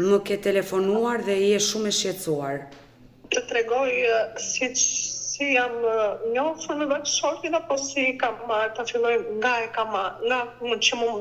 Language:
Albanian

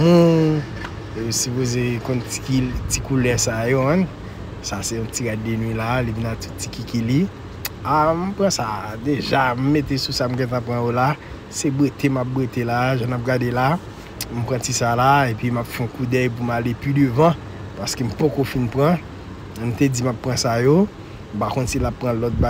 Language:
Haitian Creole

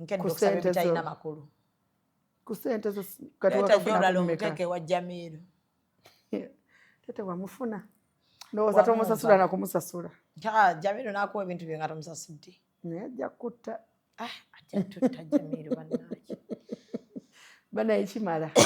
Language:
Ganda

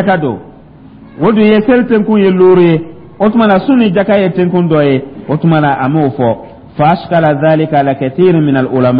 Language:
Dyula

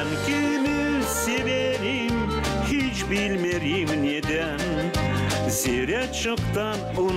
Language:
Gagauz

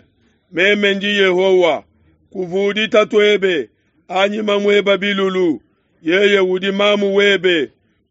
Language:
Luba-Lulua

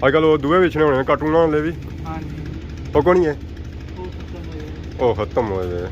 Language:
Pahari-Potwari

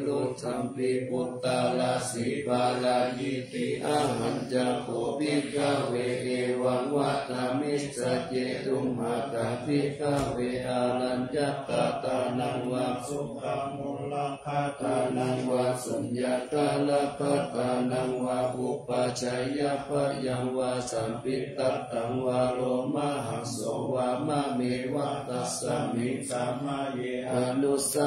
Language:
Pali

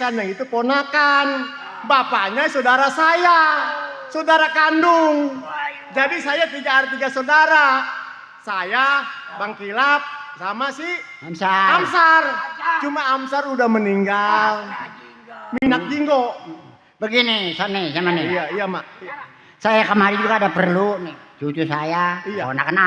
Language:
Betawi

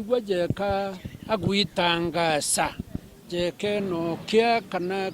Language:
Meru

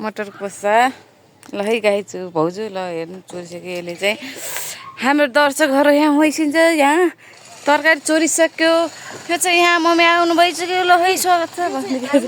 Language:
Nepali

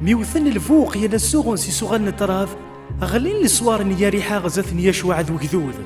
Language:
Kabyle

